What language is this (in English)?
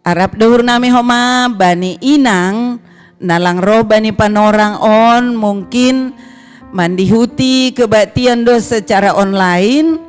Batak Simalungun